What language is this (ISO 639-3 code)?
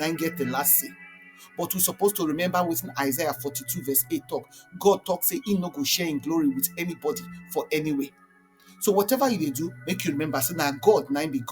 pcm